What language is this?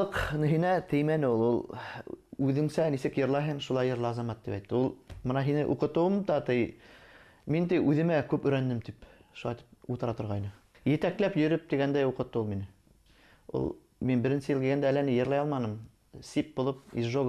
Bashkir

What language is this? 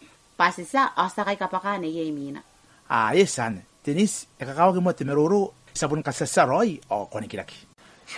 Gilbertese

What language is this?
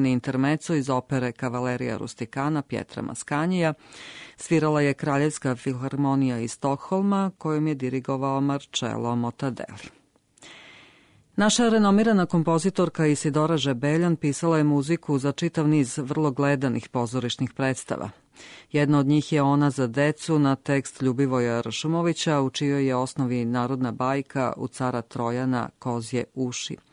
Serbian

